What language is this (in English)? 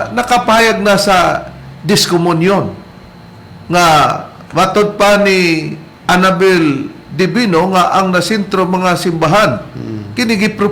Cebuano